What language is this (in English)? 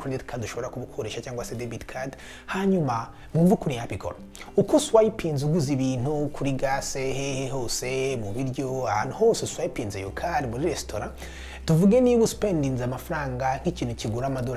Kinyarwanda